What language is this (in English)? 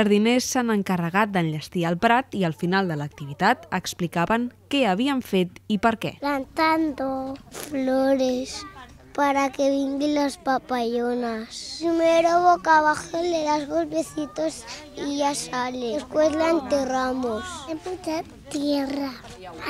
Catalan